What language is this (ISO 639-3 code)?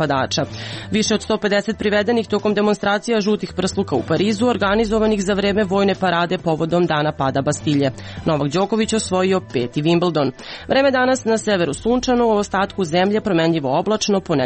srp